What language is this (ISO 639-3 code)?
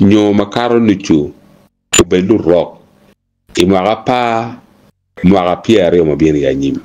ach